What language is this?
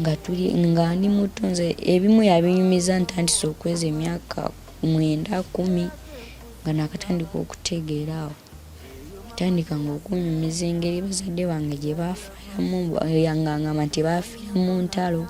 Ganda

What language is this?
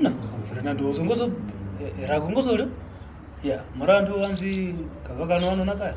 Kwangali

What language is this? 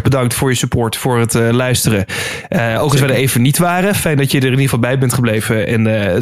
Dutch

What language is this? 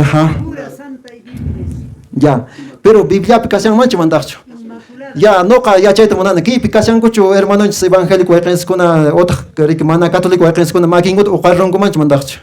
Quechua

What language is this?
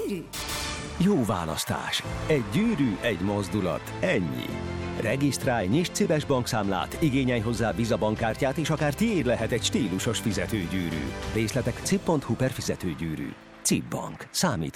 Hungarian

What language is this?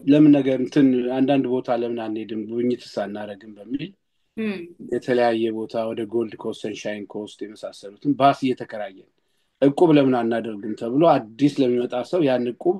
Amharic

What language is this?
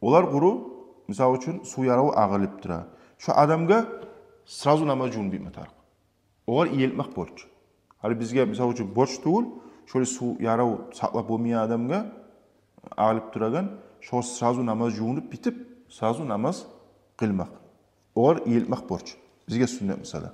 Kumyk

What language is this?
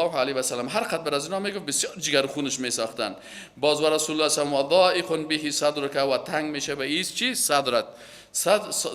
Persian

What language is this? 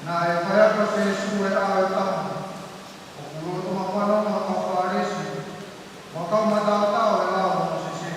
Tongan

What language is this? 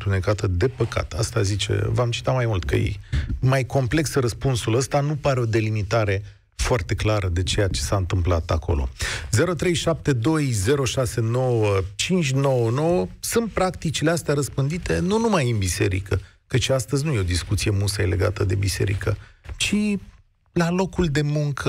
Romanian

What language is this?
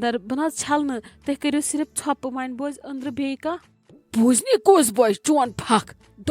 Kashmiri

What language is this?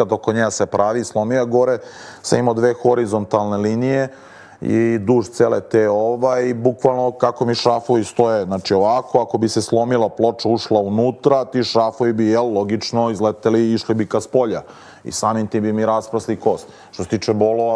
Serbian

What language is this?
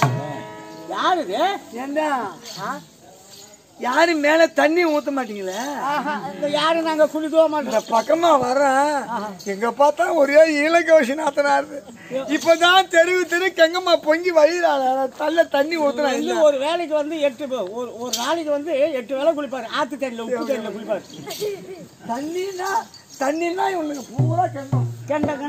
Tamil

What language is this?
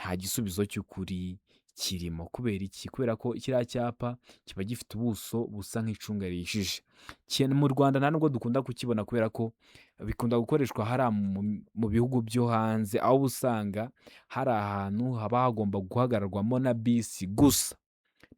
Kinyarwanda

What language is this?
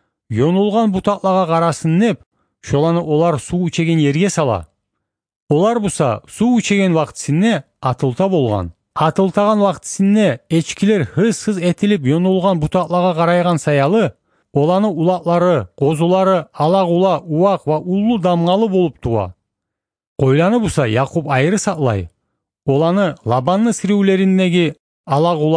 Kumyk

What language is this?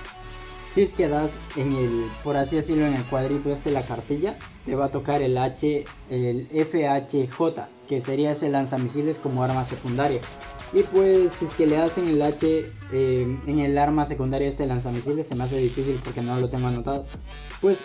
Spanish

